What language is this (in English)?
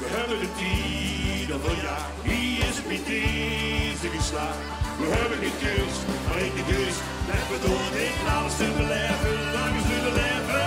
Limburgish